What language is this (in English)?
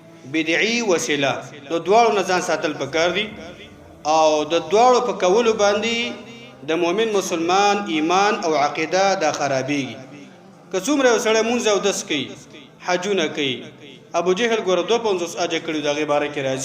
Pashto